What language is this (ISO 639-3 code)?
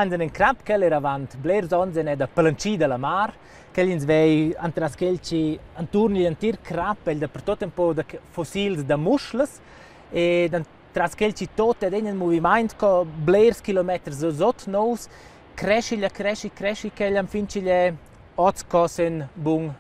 roh